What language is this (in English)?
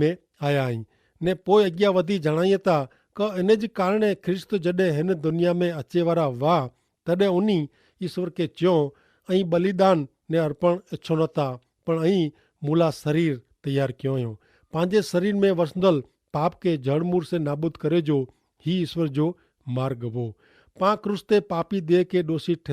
Kachhi